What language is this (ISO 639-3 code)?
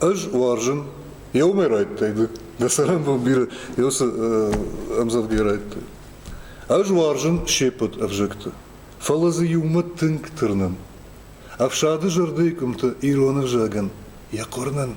oss